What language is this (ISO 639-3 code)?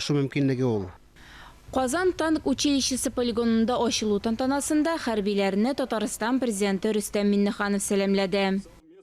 tat